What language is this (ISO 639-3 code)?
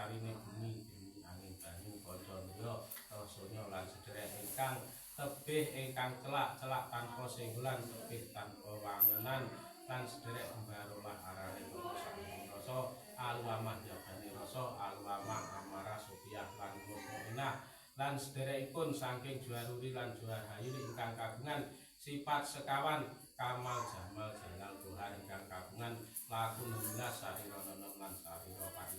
jav